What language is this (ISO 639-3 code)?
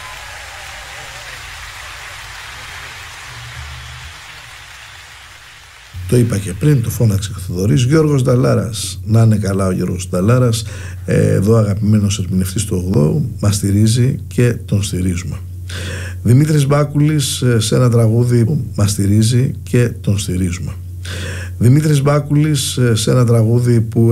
ell